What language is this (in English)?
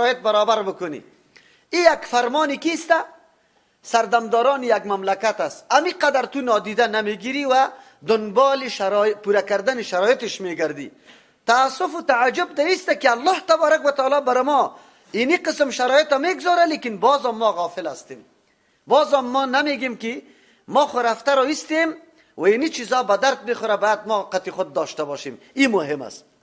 Persian